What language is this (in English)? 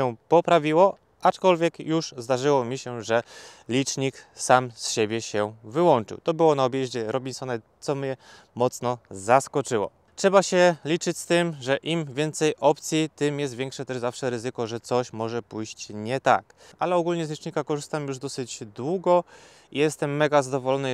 Polish